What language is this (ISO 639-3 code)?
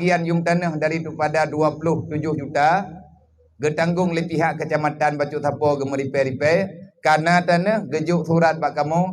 ace